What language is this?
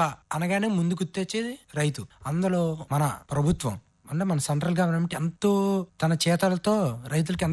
Telugu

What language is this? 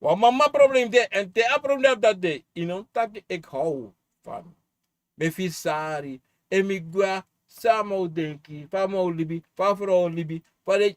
Sranan Tongo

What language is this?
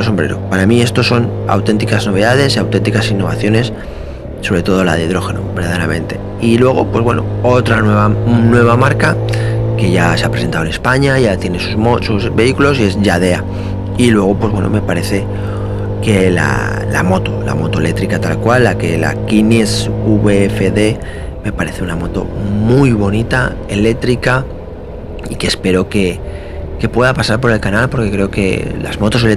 Spanish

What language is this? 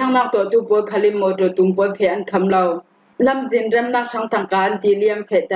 Falam Chin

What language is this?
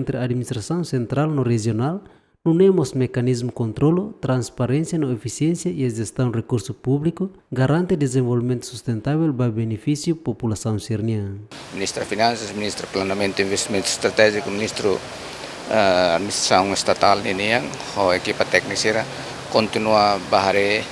Tetum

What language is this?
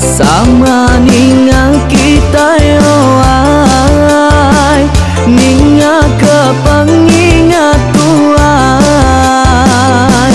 Iban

